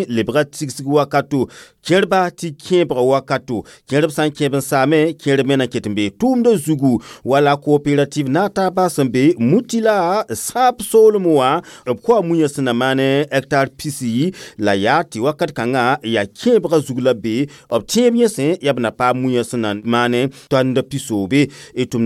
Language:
Mossi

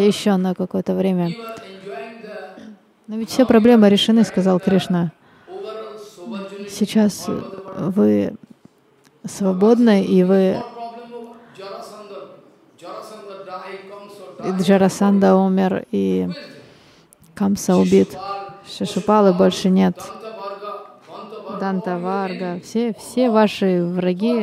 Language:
Russian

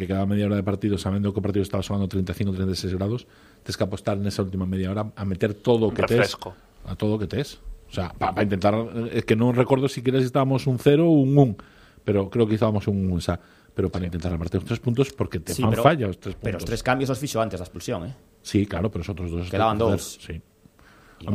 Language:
Galician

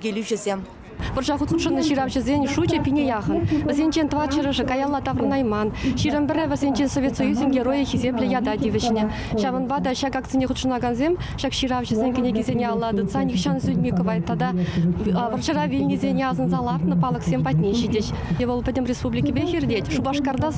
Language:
Chuvash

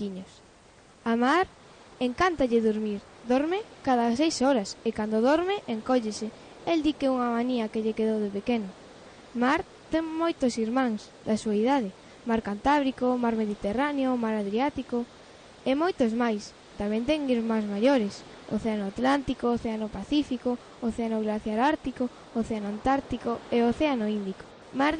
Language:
Galician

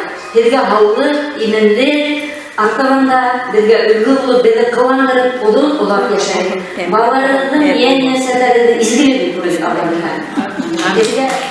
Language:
Bashkir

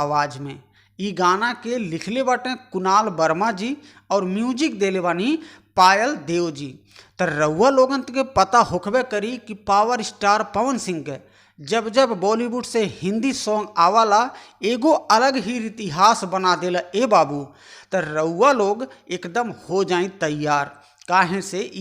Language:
Bhojpuri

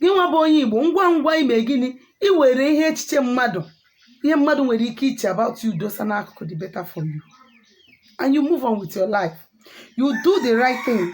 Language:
Igbo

